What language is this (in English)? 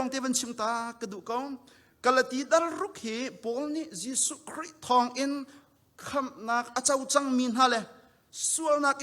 Hakha Chin